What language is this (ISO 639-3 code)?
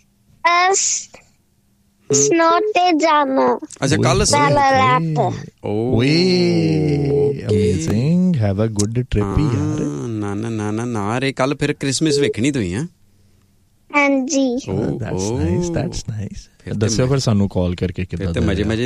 pan